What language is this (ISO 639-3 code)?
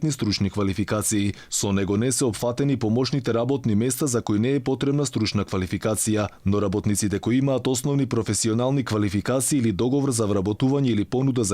mkd